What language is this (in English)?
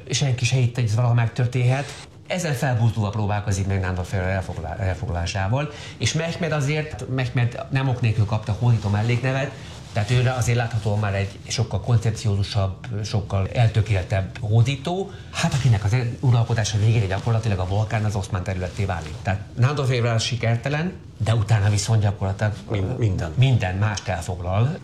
Hungarian